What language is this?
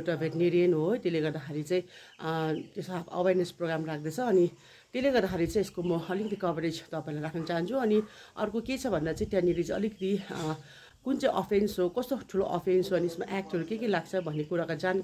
Nepali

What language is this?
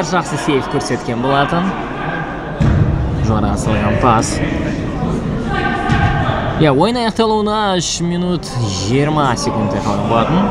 Kazakh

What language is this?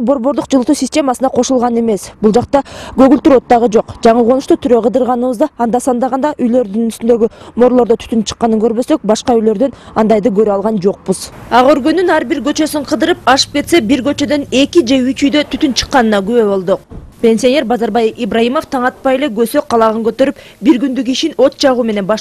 Kyrgyz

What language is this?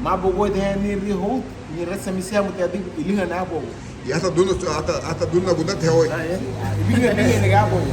Garifuna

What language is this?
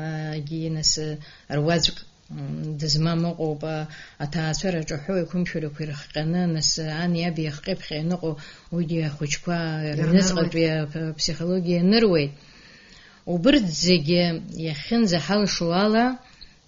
Abkhazian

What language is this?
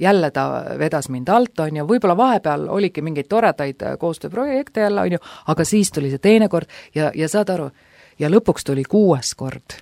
Estonian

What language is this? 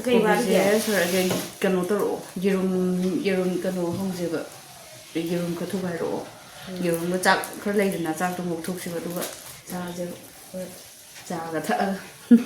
Manipuri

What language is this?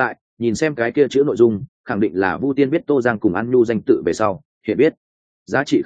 Vietnamese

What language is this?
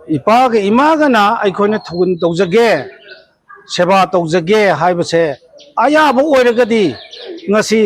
Manipuri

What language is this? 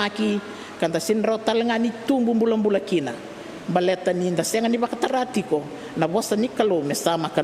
Fijian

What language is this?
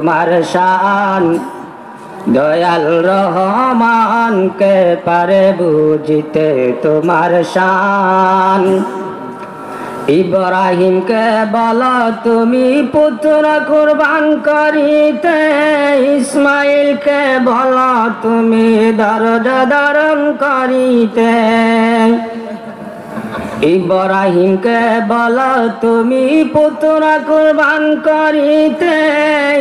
Bangla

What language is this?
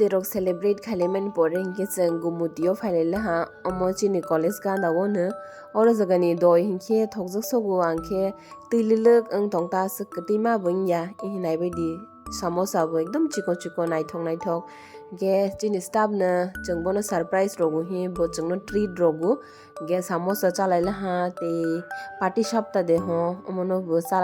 Kok Borok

